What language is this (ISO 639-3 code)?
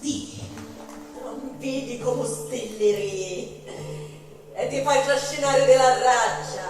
scn